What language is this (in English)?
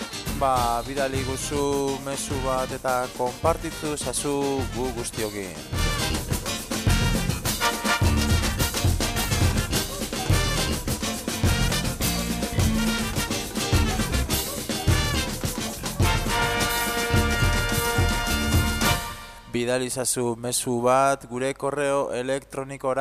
Basque